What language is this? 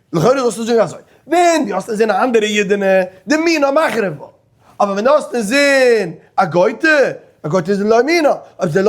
Yiddish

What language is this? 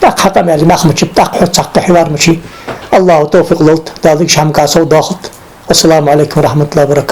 Ingush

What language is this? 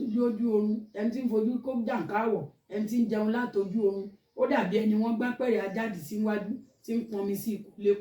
Yoruba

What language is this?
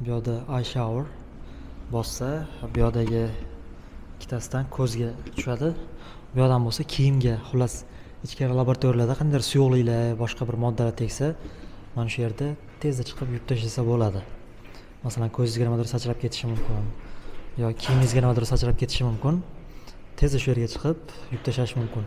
Uzbek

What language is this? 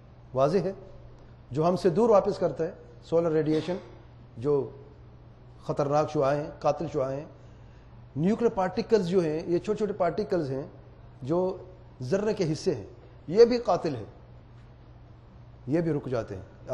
Urdu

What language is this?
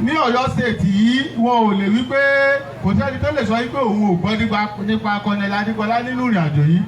Yoruba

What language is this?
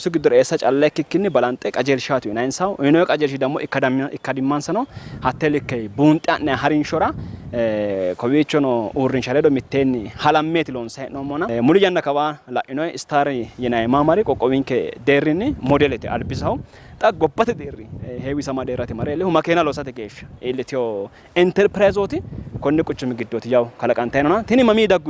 Sidamo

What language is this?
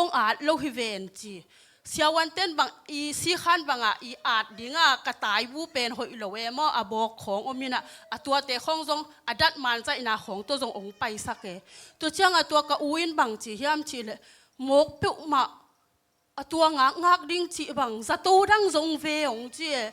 Tedim Chin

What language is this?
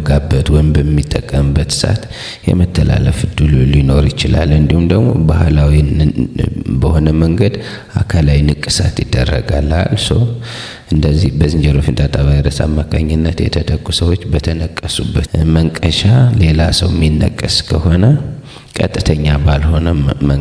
Amharic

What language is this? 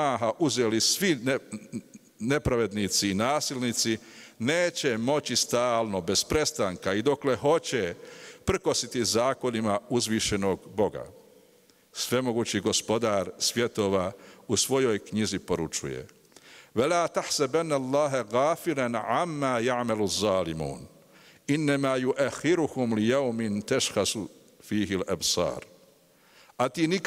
Bosnian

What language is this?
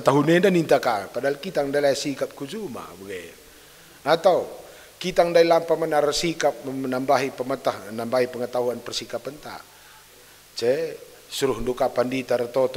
Batak Karo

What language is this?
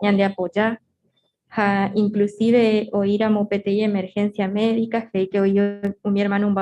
Guarani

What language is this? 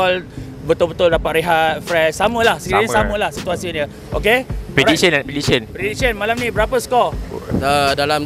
Malay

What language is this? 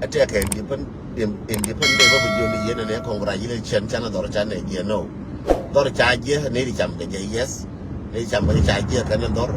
Nuer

